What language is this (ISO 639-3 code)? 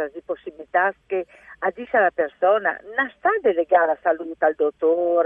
fur